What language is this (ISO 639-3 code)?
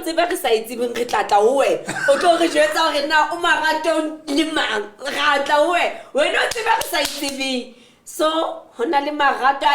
sot